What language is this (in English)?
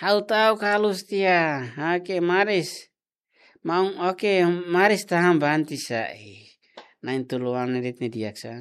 Tetum